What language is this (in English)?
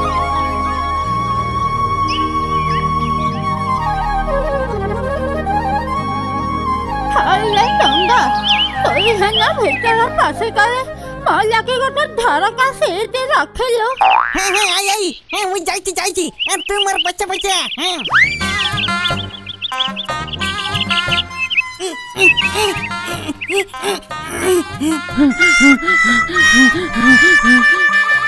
Odia